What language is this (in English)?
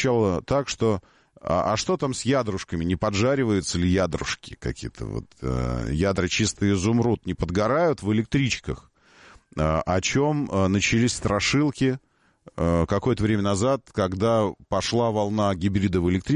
Russian